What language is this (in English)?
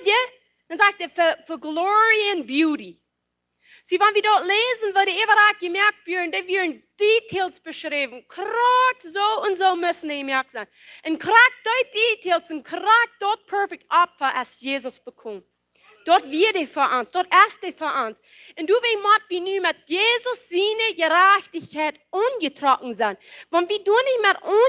Plautdietsch